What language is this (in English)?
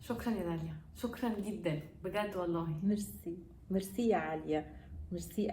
Egyptian Arabic